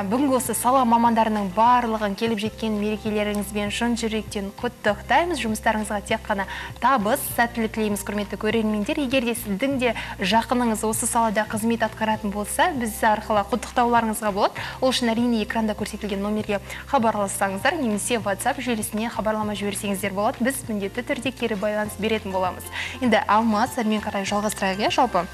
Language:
Kazakh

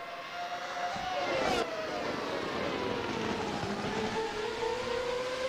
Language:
Spanish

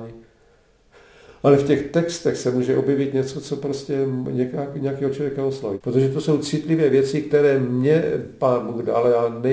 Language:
Czech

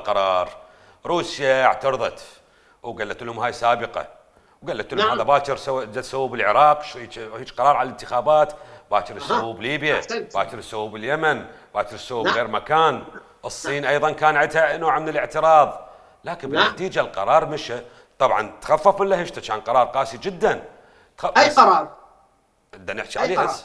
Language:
Mesopotamian Arabic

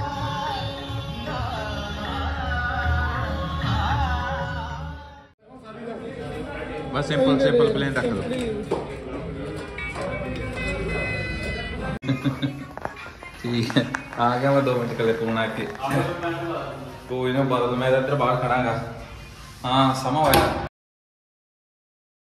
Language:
Punjabi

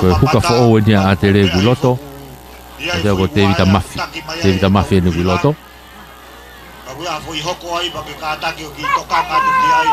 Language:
Tongan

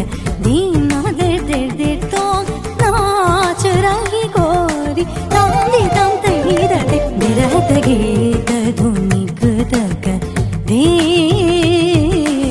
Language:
Telugu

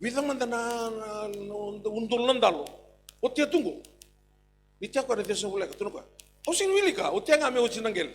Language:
Fijian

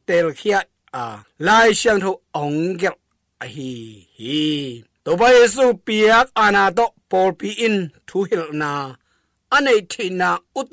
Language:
Tedim Chin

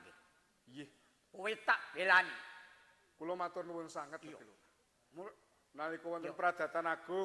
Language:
Javanese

